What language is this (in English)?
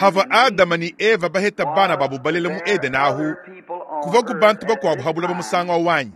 Luba-Lulua